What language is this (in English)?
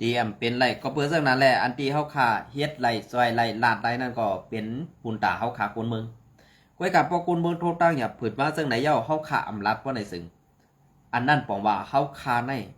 Shan